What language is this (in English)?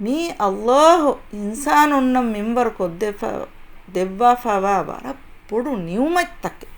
Divehi